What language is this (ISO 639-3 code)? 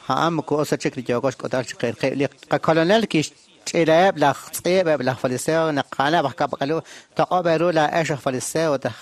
kek